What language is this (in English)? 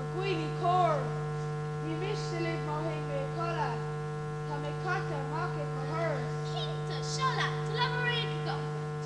Irish